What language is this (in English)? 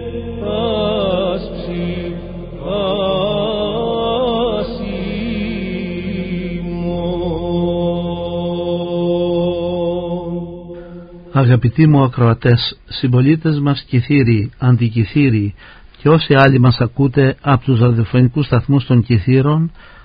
Greek